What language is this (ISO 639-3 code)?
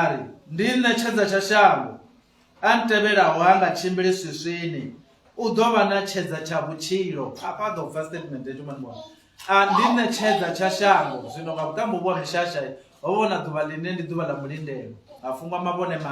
ven